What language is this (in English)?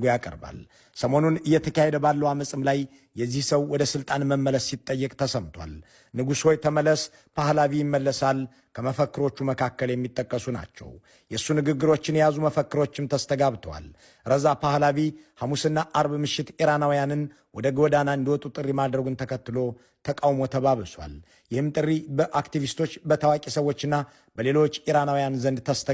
Amharic